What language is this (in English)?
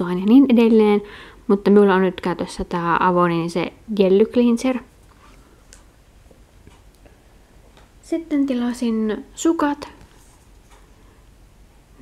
Finnish